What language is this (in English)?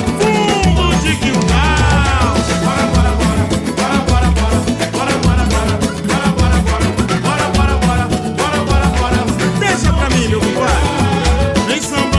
Portuguese